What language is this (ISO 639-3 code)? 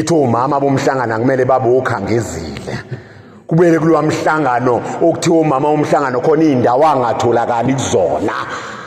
zul